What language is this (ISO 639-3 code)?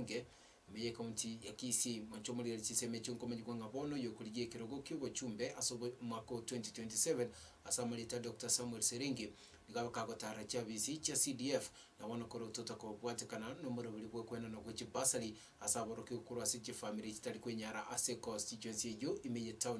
guz